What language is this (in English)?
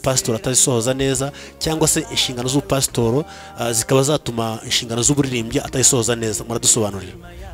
Kinyarwanda